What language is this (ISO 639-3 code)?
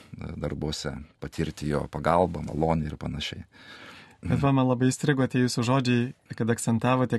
lit